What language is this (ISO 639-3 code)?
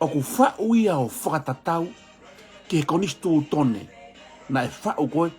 ton